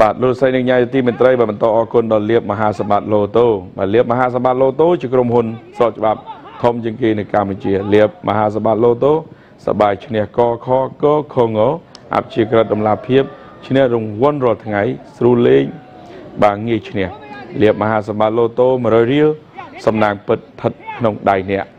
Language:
Khmer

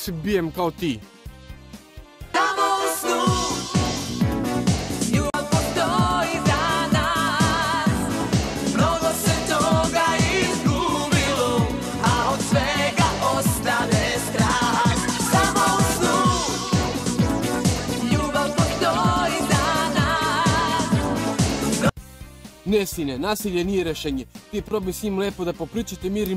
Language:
Serbian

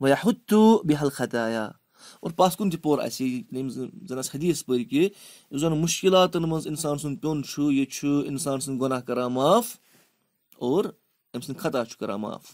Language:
Kashmiri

